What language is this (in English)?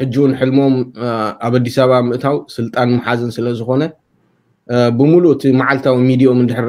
Tigrinya